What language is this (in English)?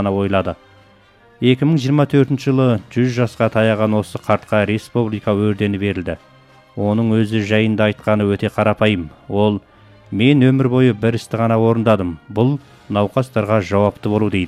Kazakh